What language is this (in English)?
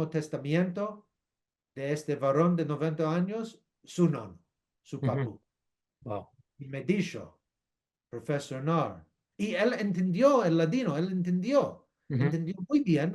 Ladino